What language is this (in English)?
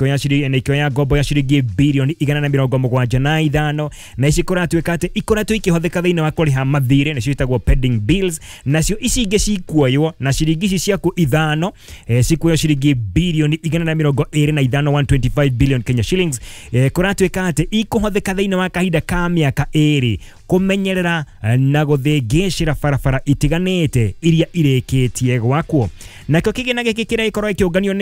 Kikuyu